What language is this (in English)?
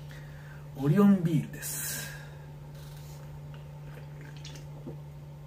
Japanese